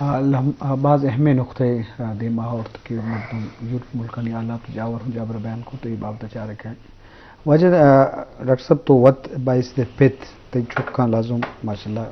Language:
Eastern Balochi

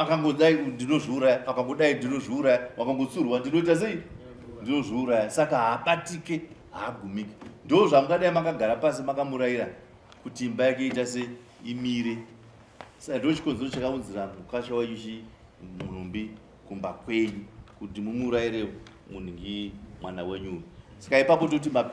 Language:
Shona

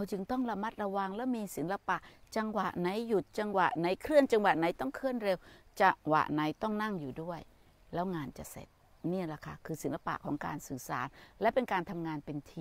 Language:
Thai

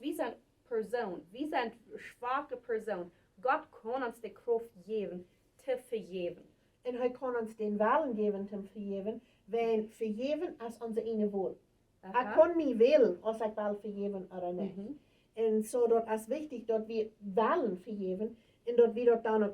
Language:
Plautdietsch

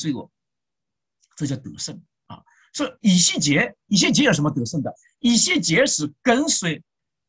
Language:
Chinese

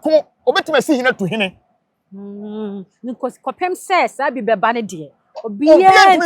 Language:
Akan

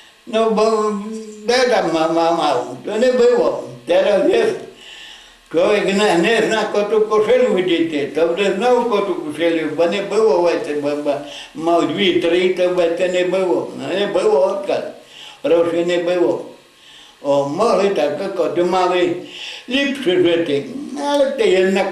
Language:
Rusyn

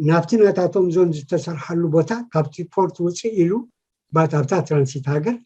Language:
Tigrinya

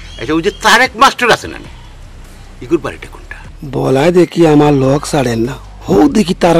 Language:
Sylheti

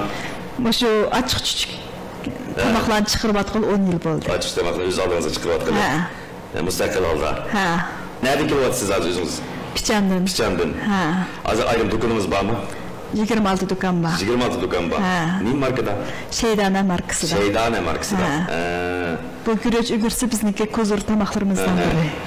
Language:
Uyghur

